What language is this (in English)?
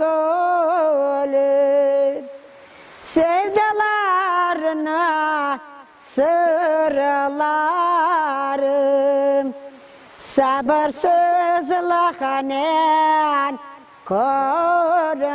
Crimean Tatar